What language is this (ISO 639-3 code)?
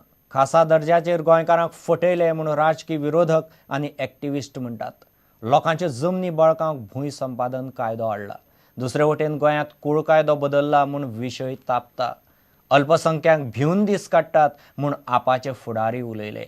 kok